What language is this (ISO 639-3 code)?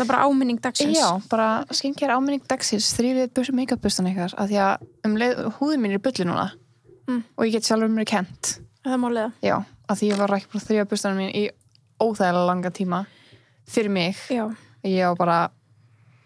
isl